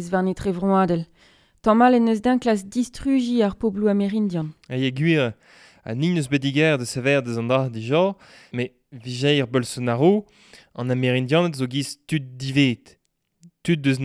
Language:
Breton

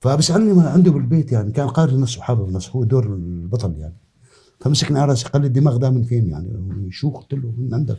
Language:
North Levantine Arabic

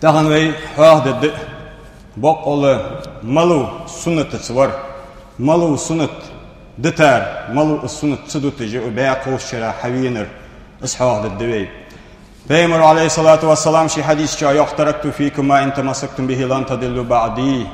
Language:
Ingush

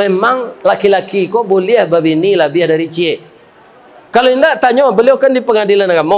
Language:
Minangkabau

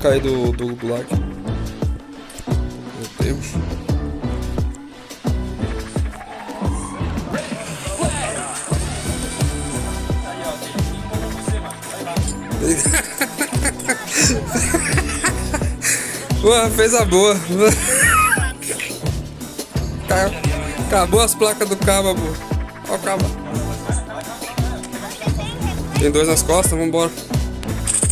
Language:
Portuguese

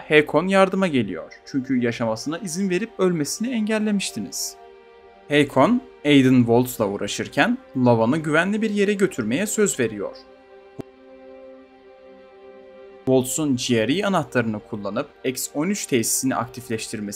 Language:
Turkish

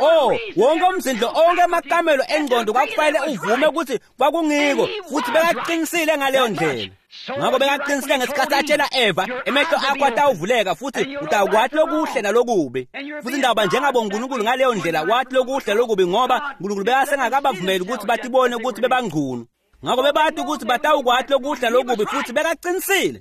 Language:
Swati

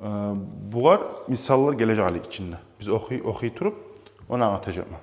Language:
Kumyk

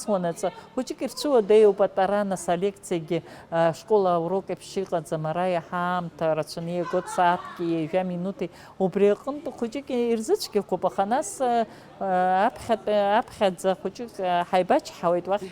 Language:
Abkhazian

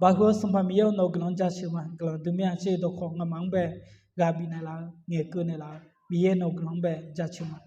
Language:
Akha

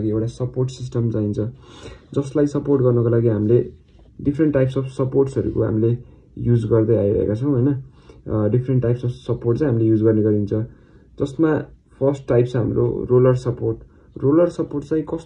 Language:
Nepali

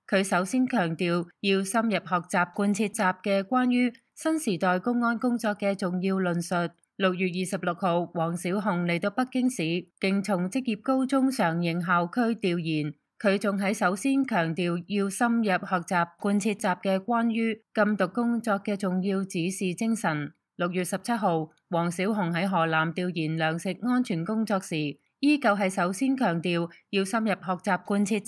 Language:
Cantonese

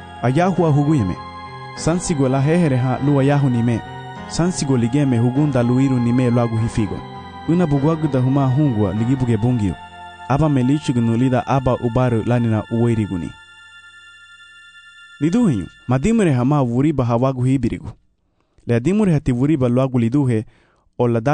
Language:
Garifuna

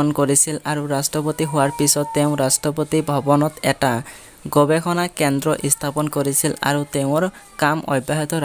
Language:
Assamese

